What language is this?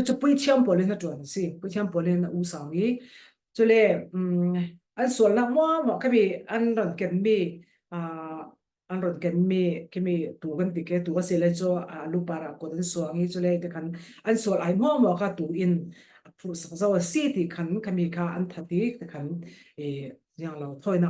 Falam Chin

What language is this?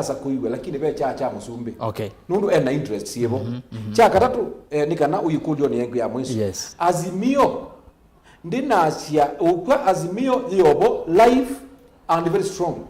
Kamba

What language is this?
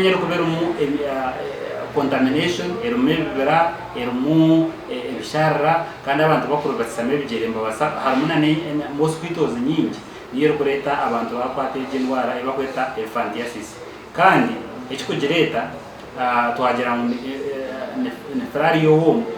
Nyankole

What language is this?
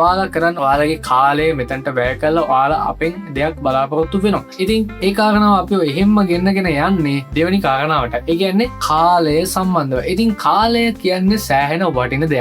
Sinhala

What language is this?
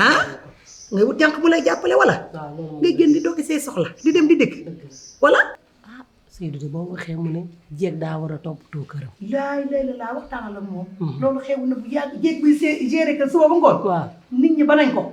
Wolof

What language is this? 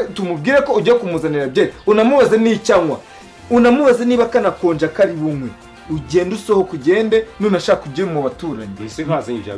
Kinyarwanda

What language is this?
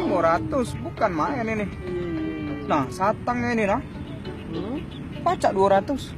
Musi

